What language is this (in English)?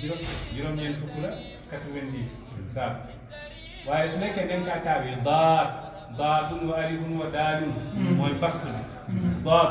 Wolof